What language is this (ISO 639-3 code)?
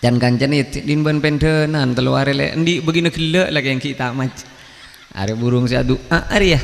mad